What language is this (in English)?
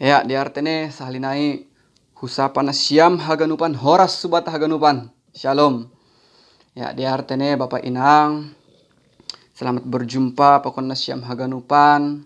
Batak Simalungun